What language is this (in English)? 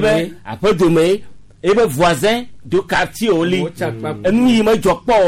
Gen